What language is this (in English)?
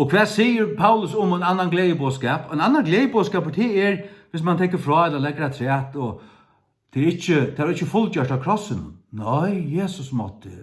Faroese